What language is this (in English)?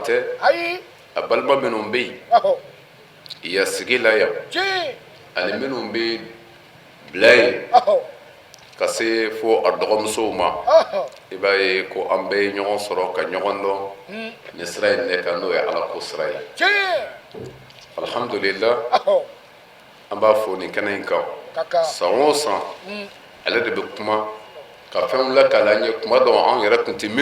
Bambara